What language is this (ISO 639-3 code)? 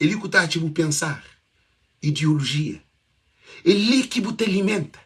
kea